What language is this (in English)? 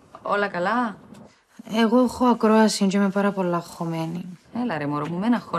Greek